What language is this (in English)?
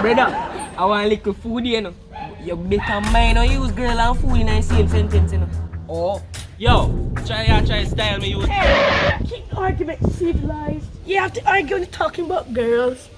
Jamaican Creole English